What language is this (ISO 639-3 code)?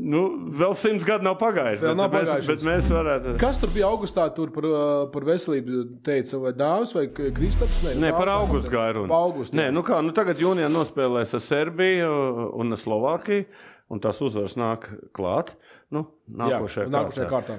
lav